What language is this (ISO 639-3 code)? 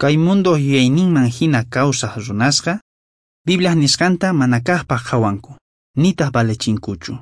quh